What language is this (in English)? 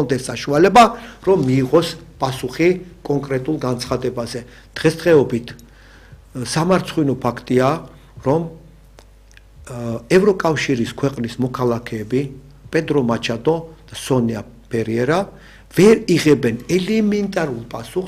Georgian